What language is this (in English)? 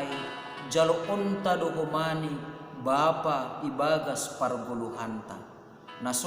Batak Simalungun